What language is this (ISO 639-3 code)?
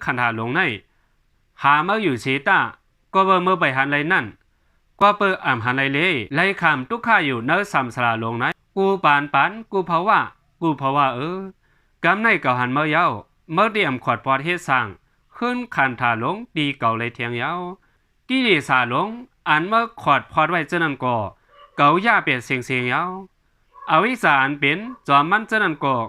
shn